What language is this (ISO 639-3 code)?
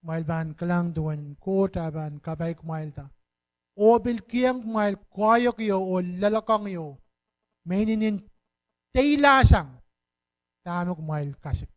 pon